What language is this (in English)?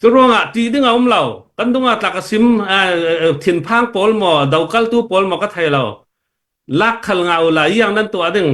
Falam Chin